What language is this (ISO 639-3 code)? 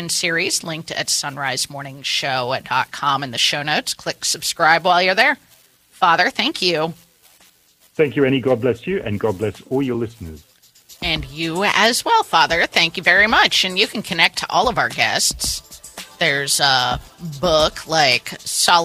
eng